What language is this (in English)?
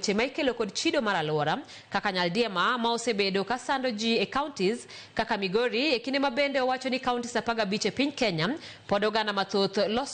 Luo (Kenya and Tanzania)